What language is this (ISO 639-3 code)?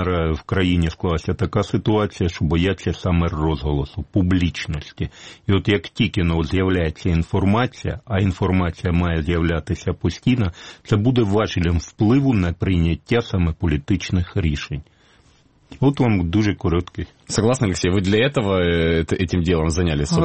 ukr